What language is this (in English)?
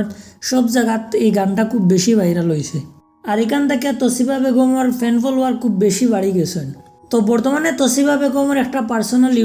Sylheti